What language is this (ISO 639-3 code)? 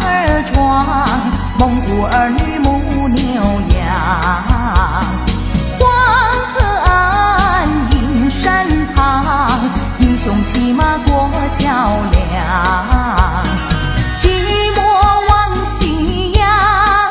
zho